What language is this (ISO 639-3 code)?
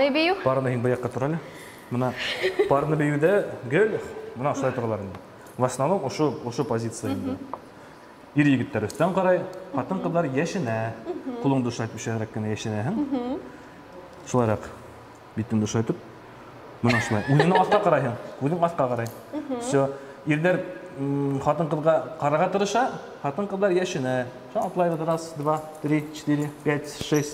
bak